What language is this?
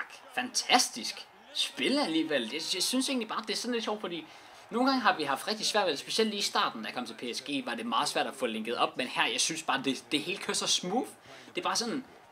Danish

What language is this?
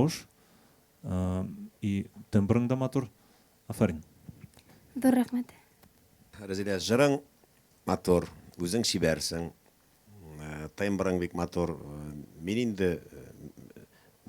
Bashkir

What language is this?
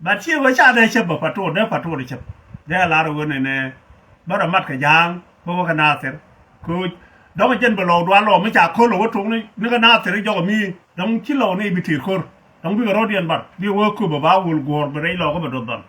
Nuer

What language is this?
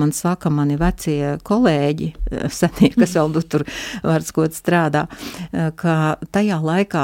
Latvian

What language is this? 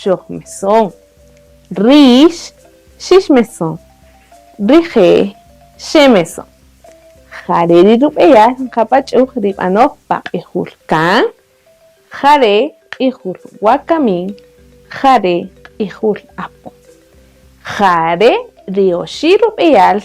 Kaqchikel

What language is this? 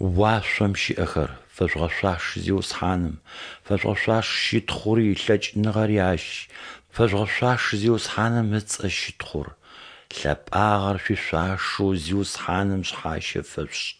Adyghe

